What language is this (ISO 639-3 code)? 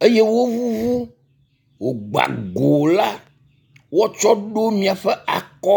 ewe